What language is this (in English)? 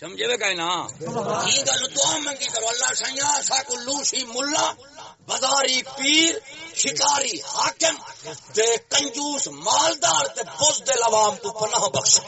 Saraiki